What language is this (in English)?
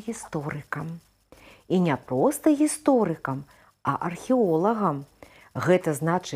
Belarusian